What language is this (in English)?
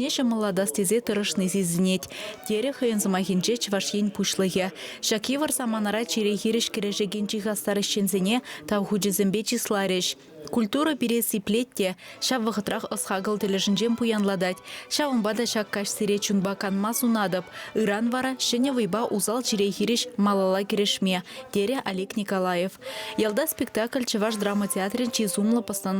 Chuvash